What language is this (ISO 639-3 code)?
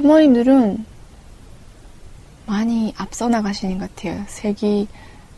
kor